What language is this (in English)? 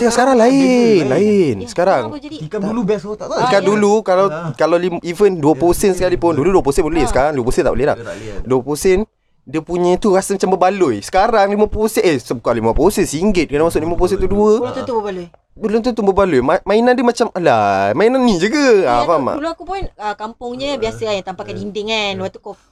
Malay